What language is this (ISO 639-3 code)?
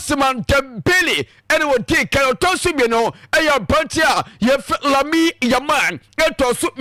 aka